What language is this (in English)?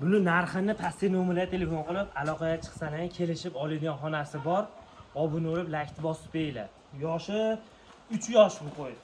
Uzbek